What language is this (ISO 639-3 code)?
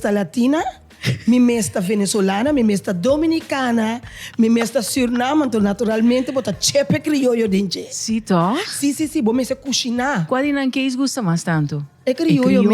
pap